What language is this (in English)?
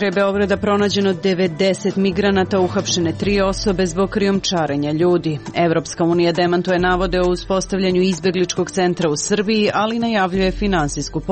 Serbian